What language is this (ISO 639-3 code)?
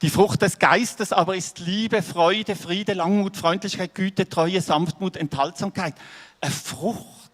gsw